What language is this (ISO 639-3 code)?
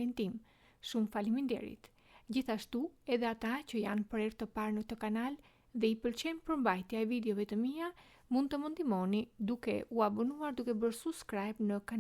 sqi